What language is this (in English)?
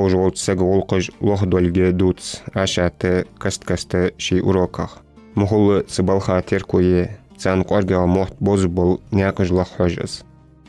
Ingush